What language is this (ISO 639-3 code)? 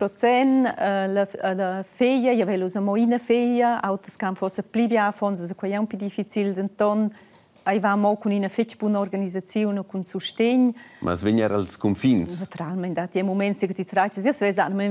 roh